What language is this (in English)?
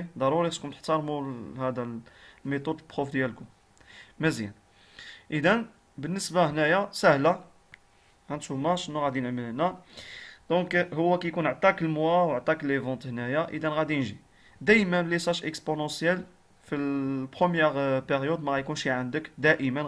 Moroccan Arabic